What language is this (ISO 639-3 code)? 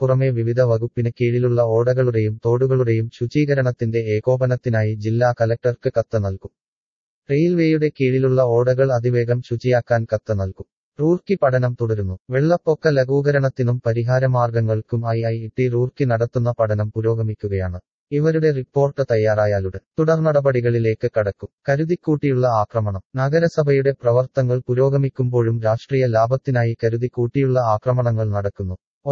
mal